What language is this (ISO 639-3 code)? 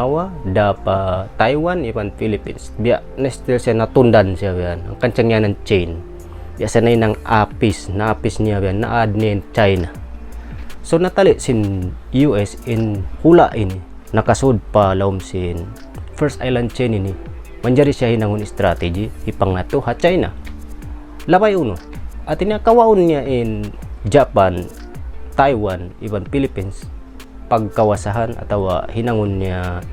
tsg